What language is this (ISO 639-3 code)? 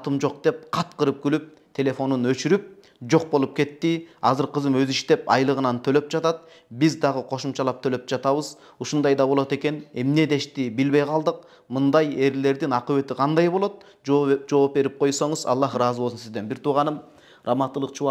kir